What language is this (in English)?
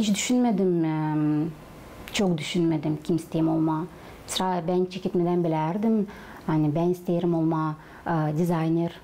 Gagauz